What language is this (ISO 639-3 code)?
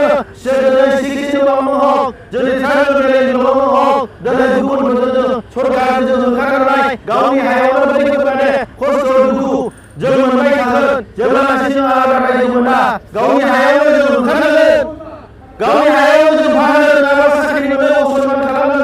brx